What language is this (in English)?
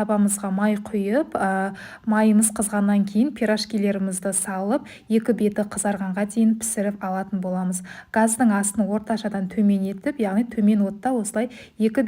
Kazakh